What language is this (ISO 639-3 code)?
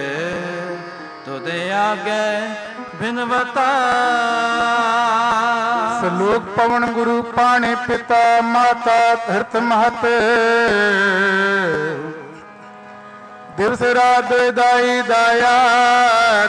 pan